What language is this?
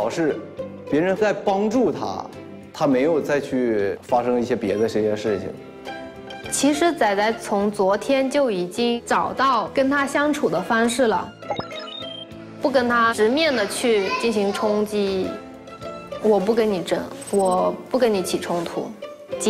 Chinese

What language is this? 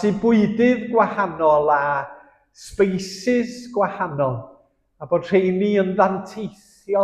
Welsh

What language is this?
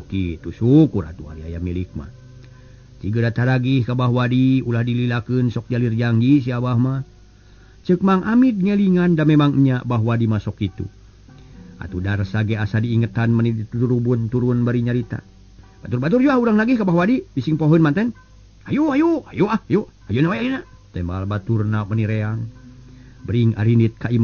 Sundanese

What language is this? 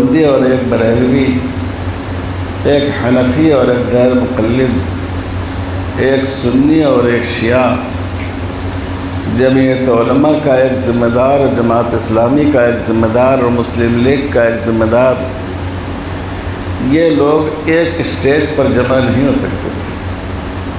Urdu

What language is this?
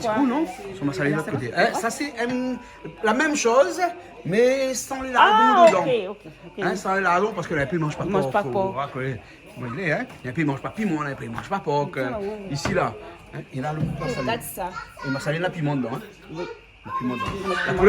Réunion Creole French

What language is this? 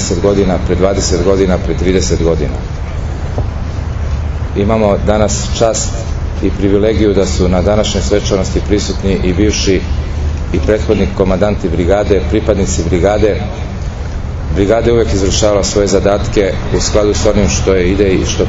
Serbian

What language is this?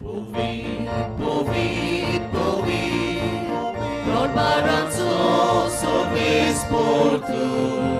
Konkani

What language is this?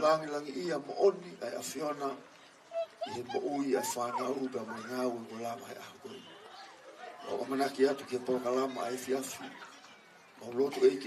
Tongan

